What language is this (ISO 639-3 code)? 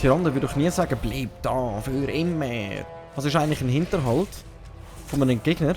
gsw